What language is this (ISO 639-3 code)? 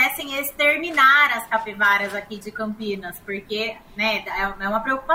por